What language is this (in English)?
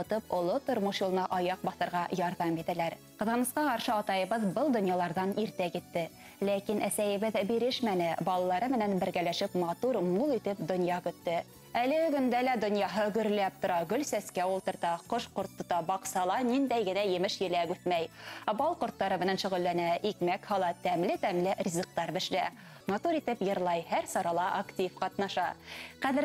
Bashkir